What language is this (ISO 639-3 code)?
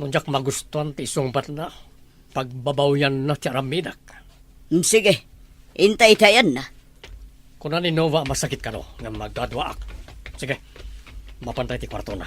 ilo